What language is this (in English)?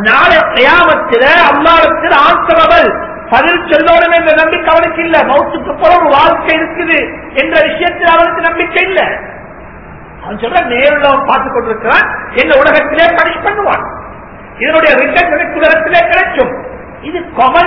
Tamil